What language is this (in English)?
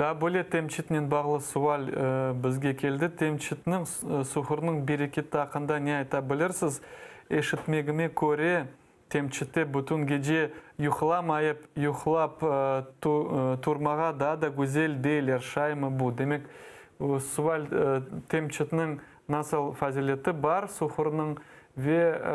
Crimean Tatar